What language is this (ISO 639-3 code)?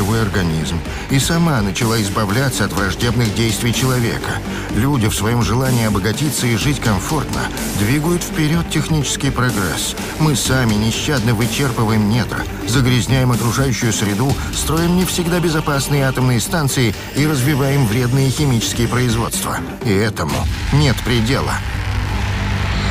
rus